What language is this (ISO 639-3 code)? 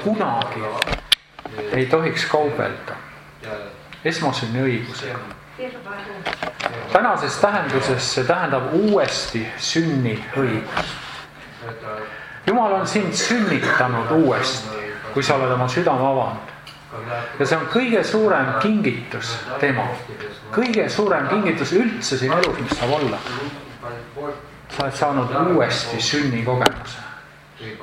est